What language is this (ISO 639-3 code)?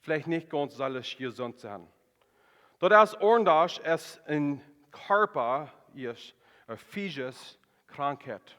pdt